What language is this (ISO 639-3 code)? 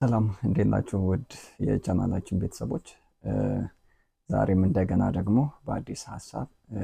amh